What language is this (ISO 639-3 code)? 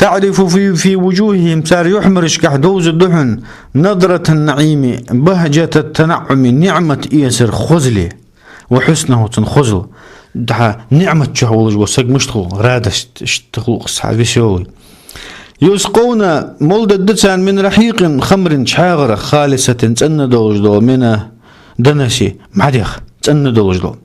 inh